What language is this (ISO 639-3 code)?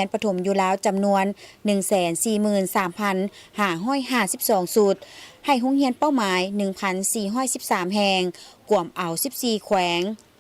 lao